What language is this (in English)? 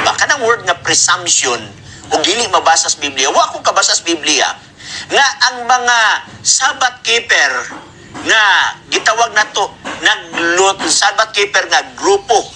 Cebuano